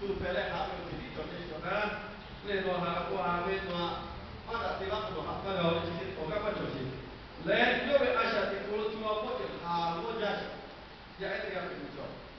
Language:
Lahu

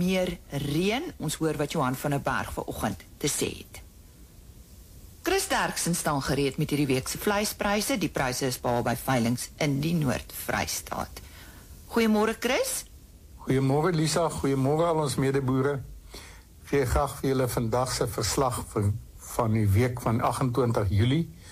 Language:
Afrikaans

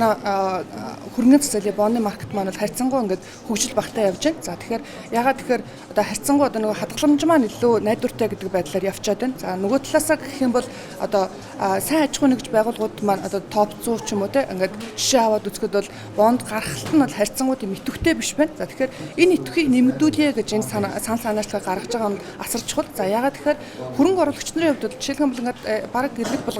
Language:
Mongolian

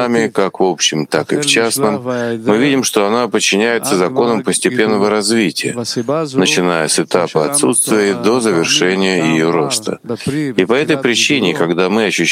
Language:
Russian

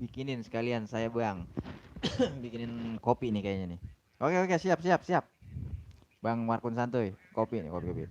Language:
Betawi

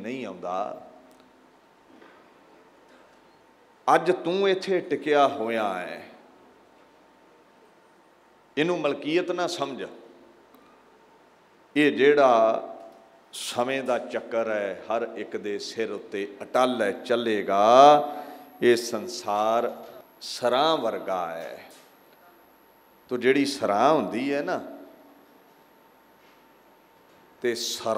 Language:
Punjabi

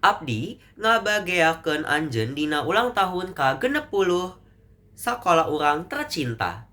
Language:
Sundanese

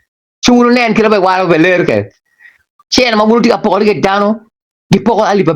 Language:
Acoli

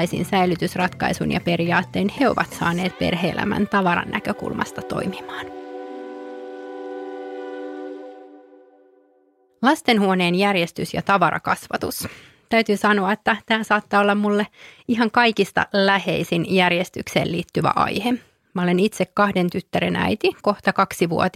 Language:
Finnish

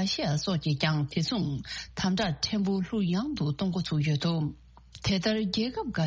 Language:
Tibetan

